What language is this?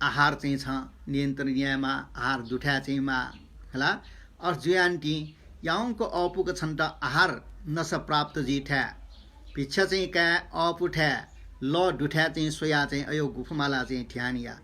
Newari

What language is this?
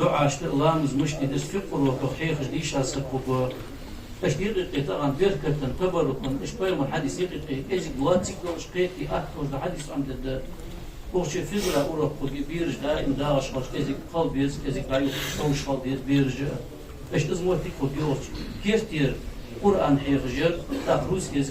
Ingush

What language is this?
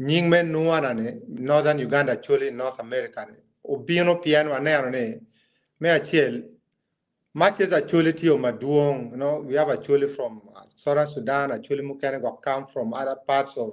Acoli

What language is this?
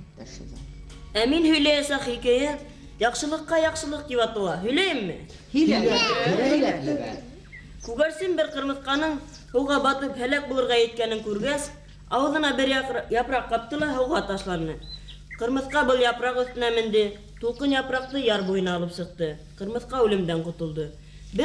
Bashkir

